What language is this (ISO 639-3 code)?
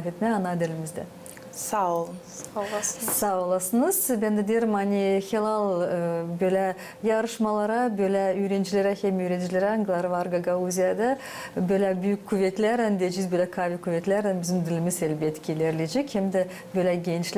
gag